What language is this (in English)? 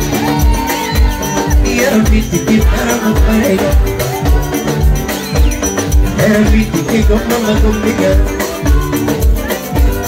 Luo (Kenya and Tanzania)